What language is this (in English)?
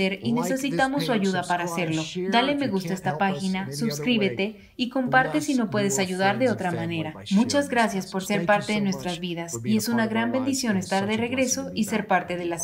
Spanish